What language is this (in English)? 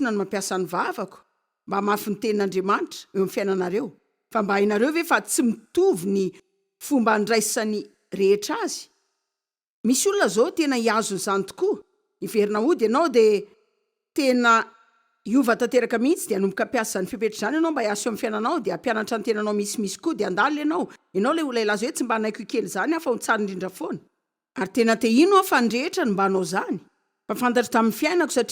Malagasy